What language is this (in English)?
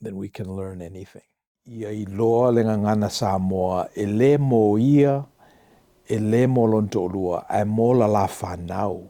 Samoan